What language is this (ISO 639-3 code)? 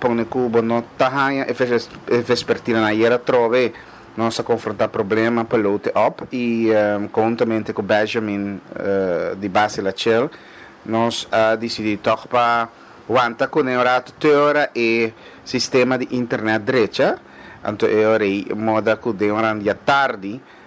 pap